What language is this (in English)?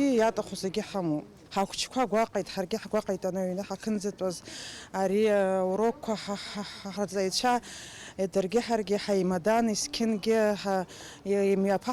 Abkhazian